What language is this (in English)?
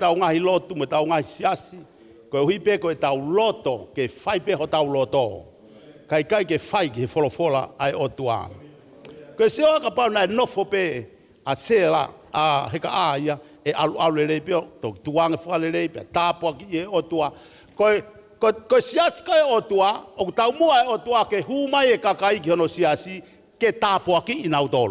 Tongan